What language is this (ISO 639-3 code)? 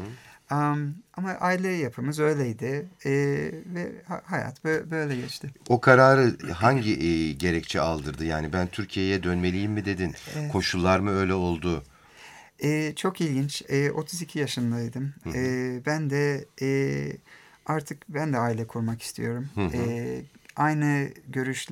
tur